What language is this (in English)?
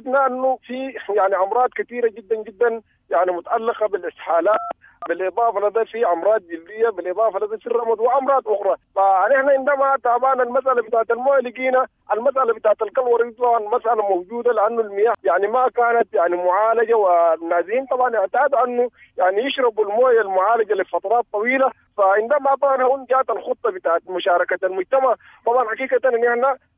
Sudanese Arabic